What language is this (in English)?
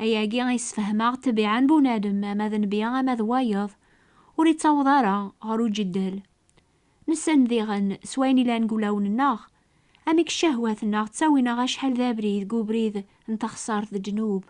Kabyle